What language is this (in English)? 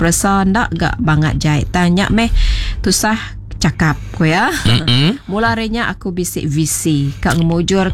Iban